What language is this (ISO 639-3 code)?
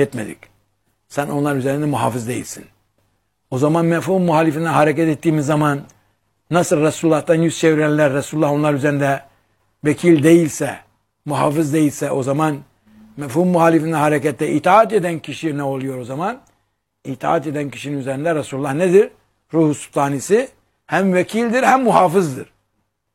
tur